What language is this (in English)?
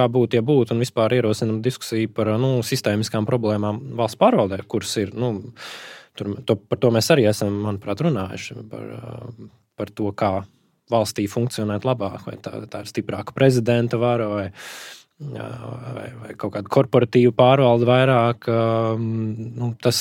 Latvian